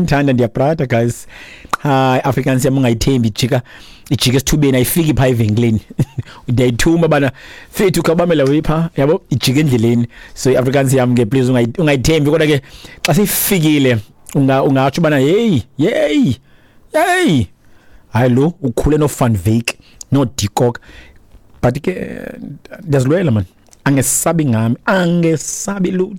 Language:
Xhosa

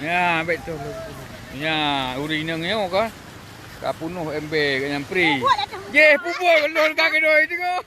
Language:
Achinese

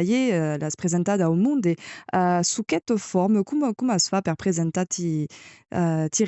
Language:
Occitan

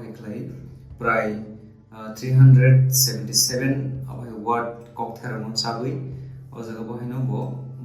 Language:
Kok Borok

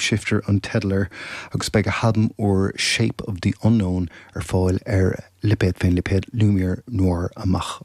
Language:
Irish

